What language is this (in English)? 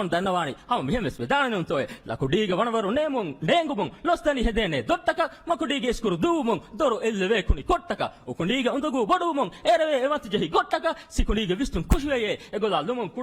Divehi